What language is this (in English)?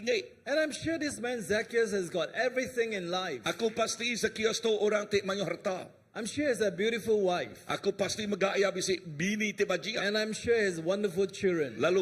Iban